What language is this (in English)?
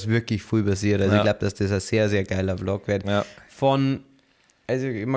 Bavarian